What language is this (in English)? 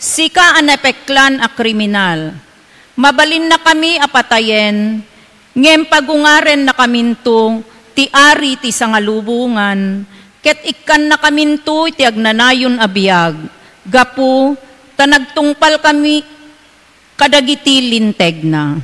Iloko